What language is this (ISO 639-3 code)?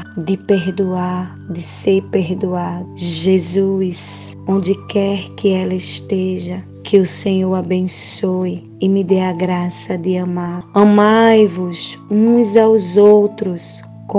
por